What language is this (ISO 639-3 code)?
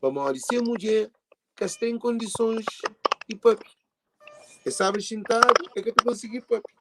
kea